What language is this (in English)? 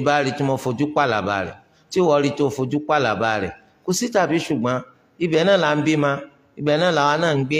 Yoruba